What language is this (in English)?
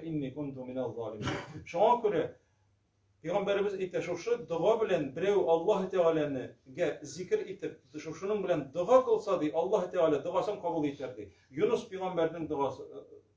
Tatar